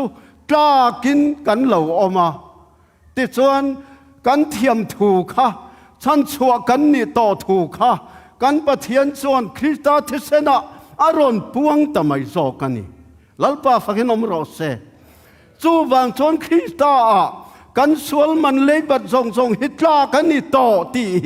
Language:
Tedim Chin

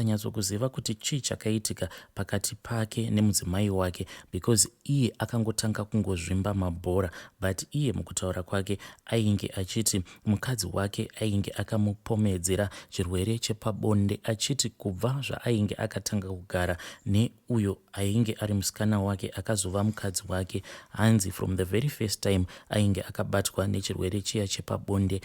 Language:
Shona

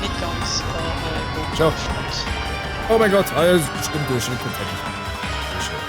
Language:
Swiss German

